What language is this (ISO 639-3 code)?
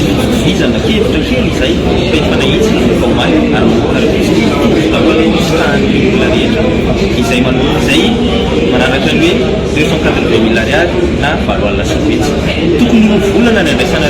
mlg